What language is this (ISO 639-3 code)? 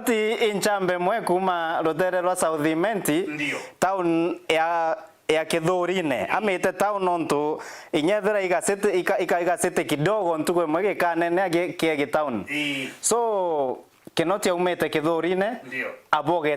mer